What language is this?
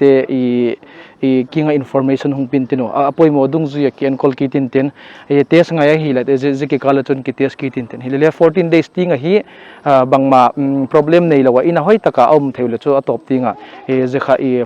Paite Chin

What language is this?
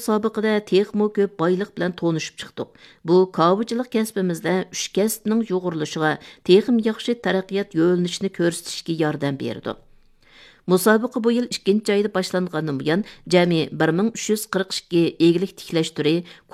Uyghur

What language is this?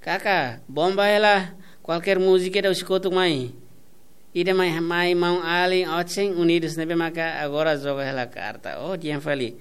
Tetum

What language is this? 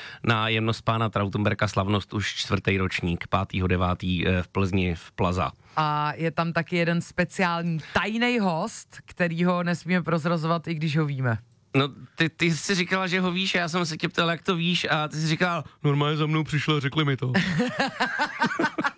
Czech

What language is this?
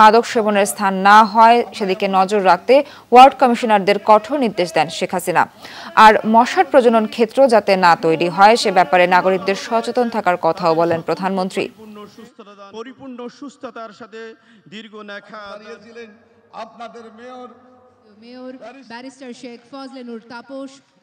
Bangla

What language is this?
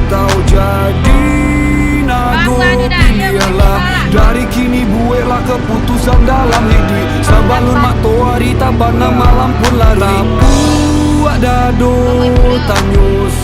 Minangkabau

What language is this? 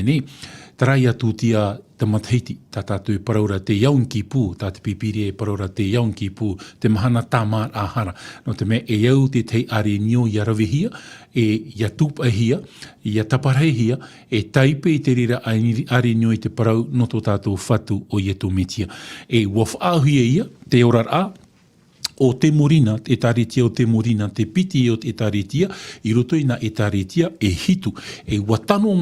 Tahitian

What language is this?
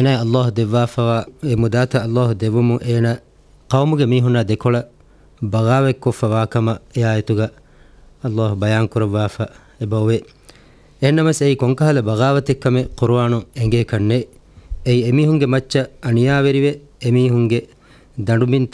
Divehi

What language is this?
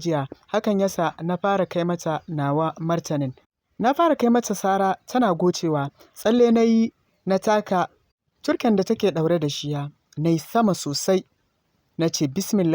Hausa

